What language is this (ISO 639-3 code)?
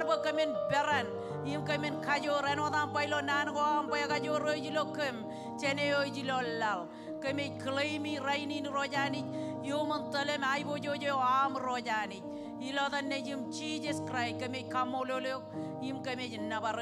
mah